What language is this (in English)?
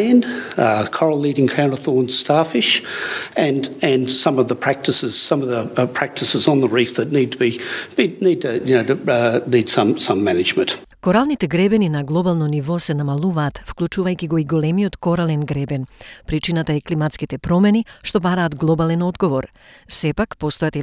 Macedonian